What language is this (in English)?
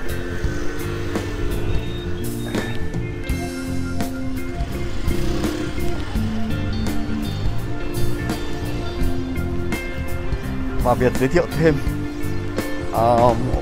Vietnamese